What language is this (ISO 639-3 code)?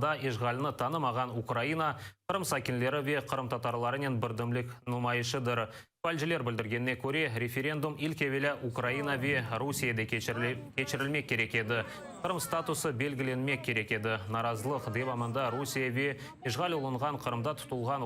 crh